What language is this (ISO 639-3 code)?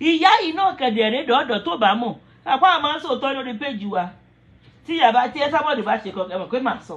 yor